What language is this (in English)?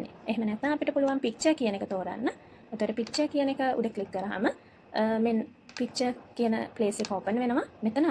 Sinhala